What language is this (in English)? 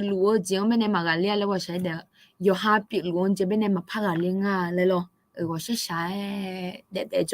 Akha